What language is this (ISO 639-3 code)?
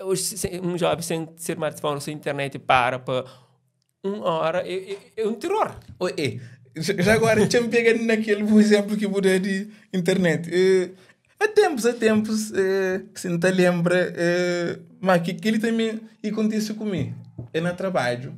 kea